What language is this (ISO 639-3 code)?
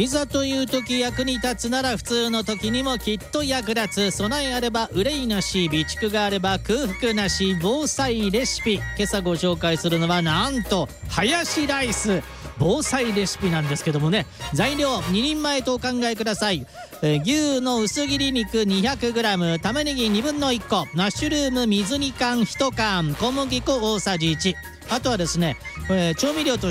jpn